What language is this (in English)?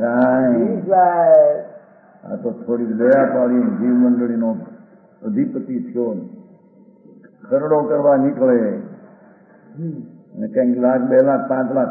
Gujarati